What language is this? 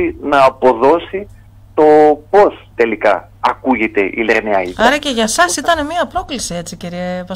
Greek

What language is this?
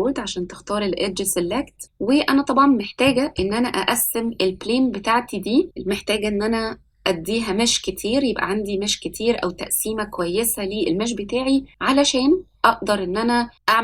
Egyptian Arabic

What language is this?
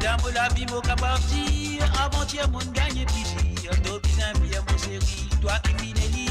Morisyen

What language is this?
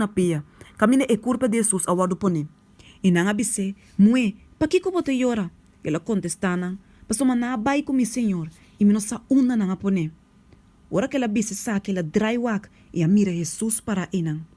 Papiamento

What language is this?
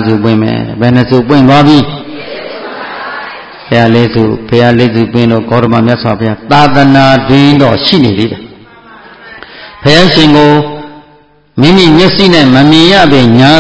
Burmese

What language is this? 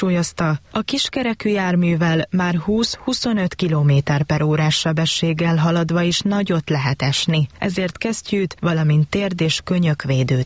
Hungarian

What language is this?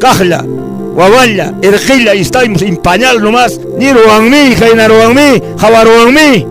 Quechua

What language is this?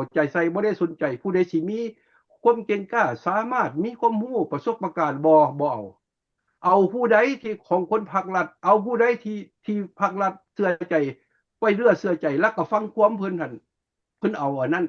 Lao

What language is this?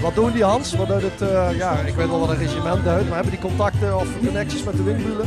Limburgish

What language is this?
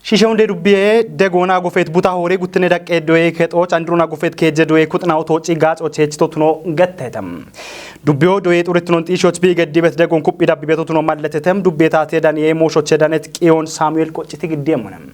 Kafa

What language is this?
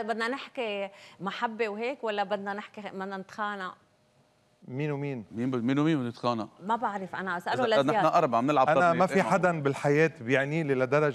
North Levantine Arabic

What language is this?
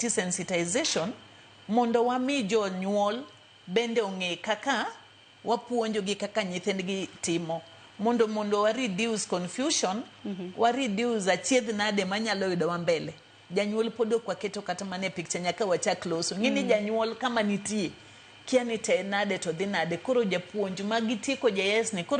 Luo (Kenya and Tanzania)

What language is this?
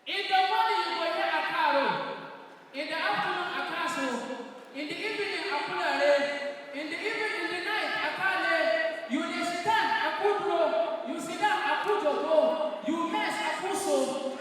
Nigerian Pidgin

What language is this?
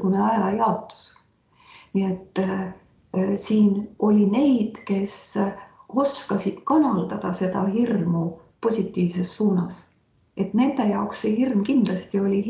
Estonian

